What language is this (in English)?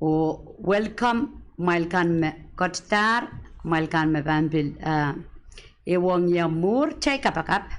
Pohnpeian